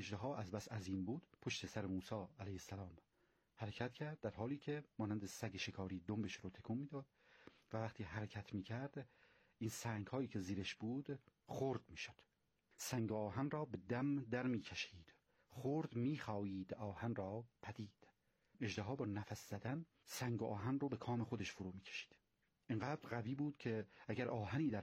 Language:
Persian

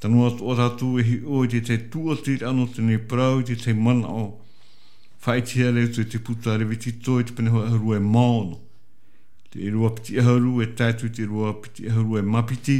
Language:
Tahitian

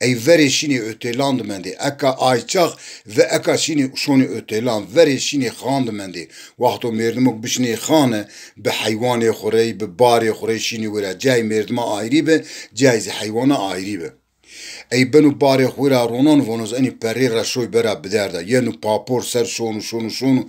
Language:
Zaza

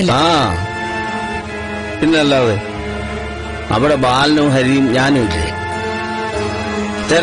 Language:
Malayalam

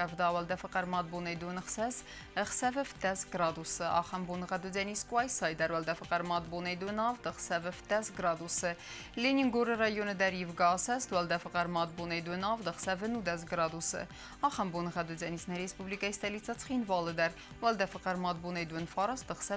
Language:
Ossetic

